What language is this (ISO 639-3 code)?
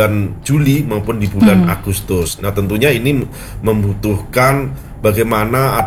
ind